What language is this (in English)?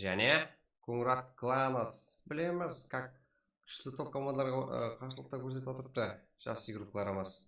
Kara-Kalpak